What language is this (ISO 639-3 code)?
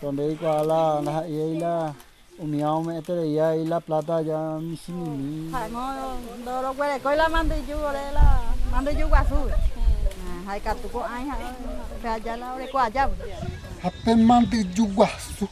grn